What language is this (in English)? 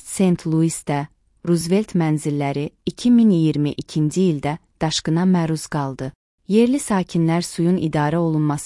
Azerbaijani